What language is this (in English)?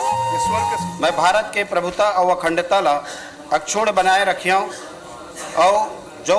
Chhattisgarhi